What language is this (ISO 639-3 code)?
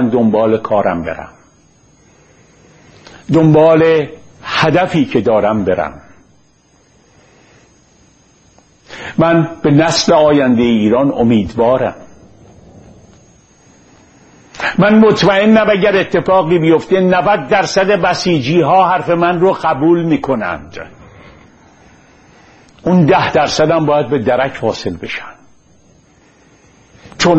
fas